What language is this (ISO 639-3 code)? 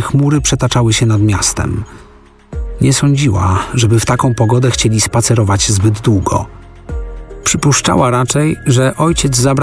pol